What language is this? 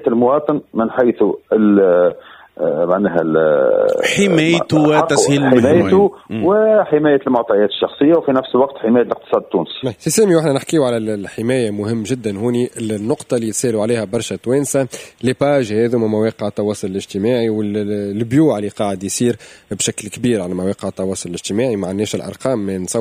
Tunisian Arabic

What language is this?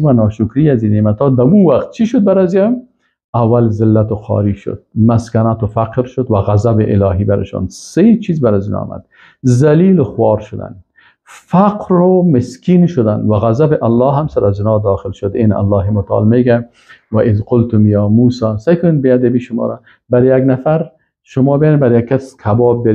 Persian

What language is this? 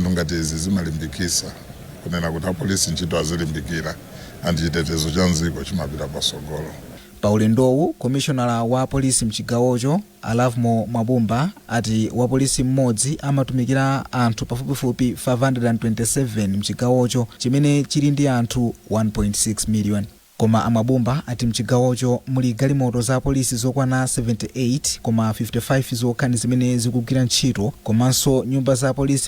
Nyanja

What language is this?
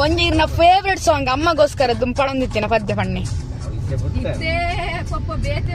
Tulu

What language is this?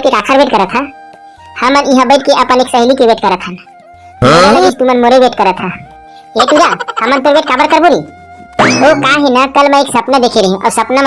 Chhattisgarhi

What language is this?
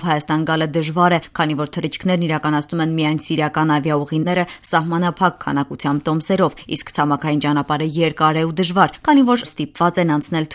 Armenian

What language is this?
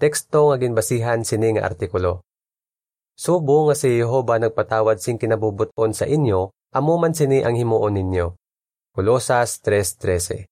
Hiligaynon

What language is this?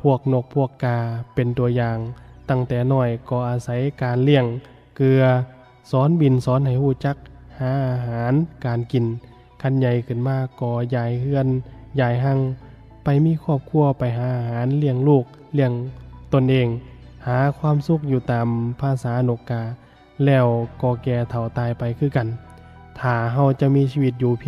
Lao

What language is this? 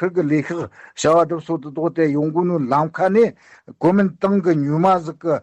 Tibetan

